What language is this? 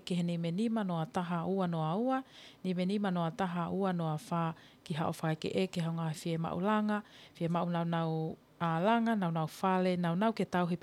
Tongan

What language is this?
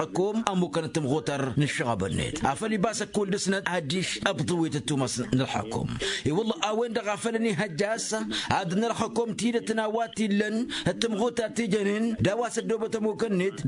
Tamasheq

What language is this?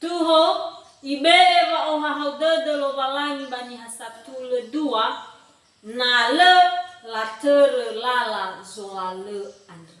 Nias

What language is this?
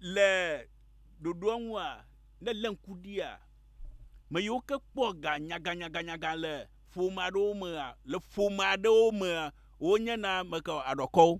Ewe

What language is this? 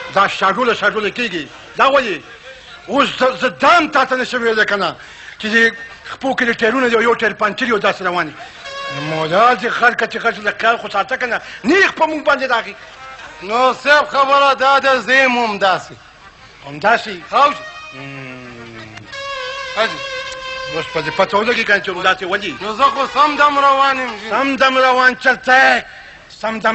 Pashto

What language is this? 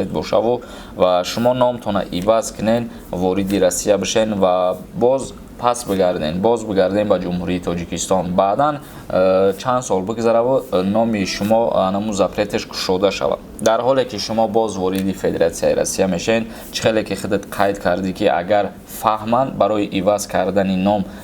Tajik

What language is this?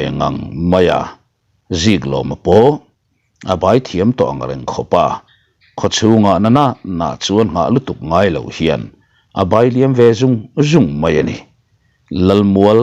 Mizo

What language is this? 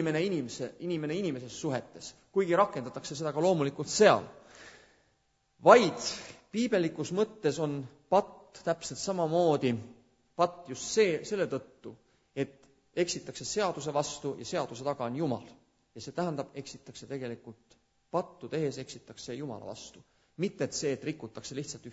Estonian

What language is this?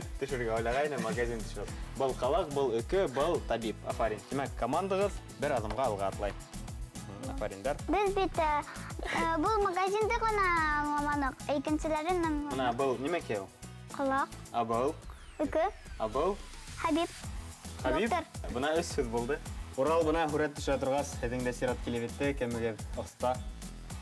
Bashkir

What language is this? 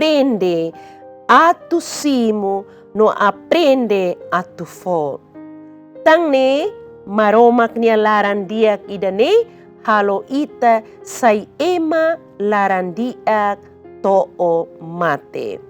Tetum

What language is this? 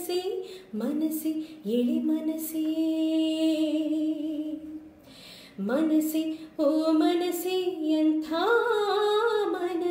Kannada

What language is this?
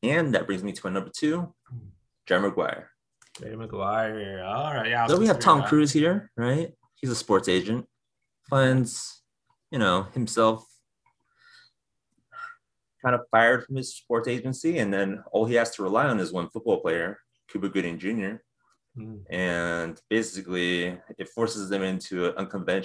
English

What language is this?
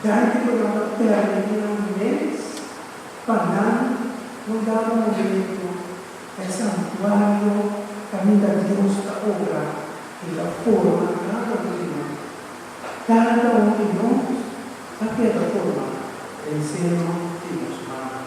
Papiamento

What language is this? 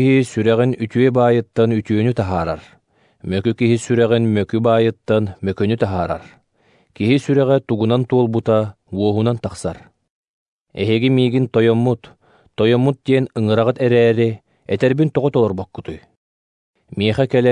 Yakut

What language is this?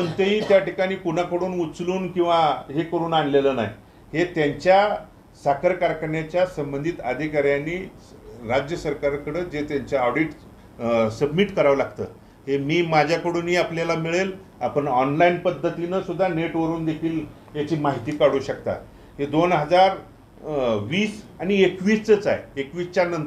Marathi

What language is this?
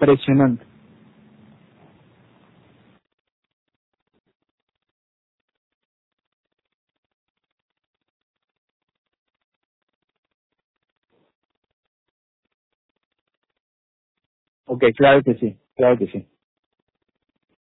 Spanish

